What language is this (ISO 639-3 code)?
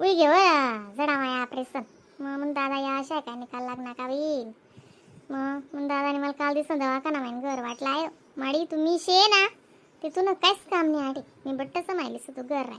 khn